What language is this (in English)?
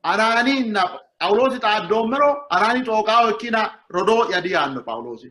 Sidamo